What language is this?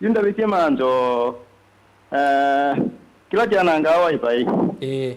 Kamba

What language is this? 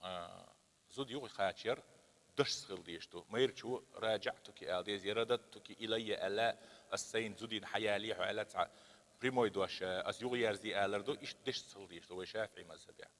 Chechen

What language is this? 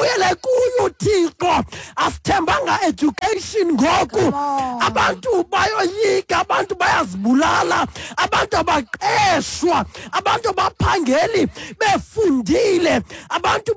Xhosa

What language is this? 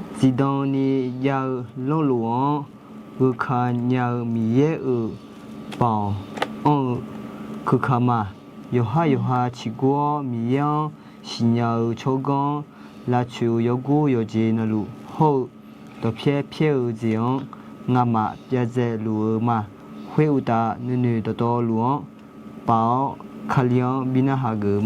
Akha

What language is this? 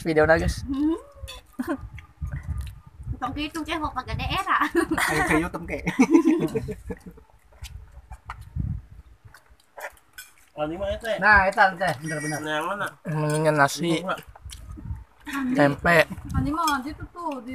Indonesian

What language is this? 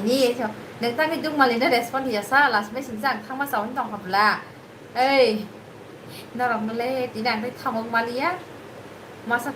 Kok Borok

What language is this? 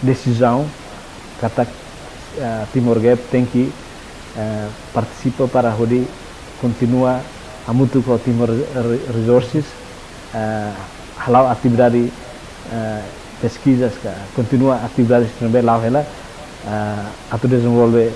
Tetum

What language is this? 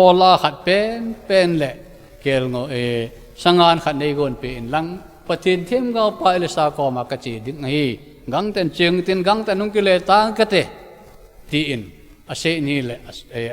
Thado Chin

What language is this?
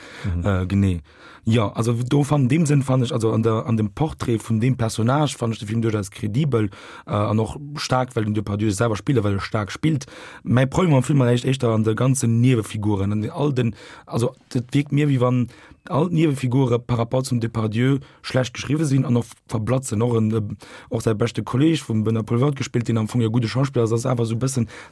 Luxembourgish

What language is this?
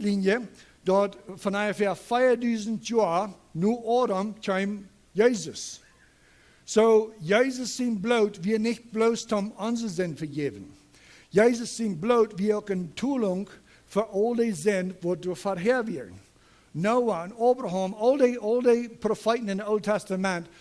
Plautdietsch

